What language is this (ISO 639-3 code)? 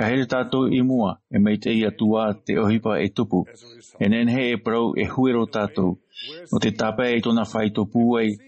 tah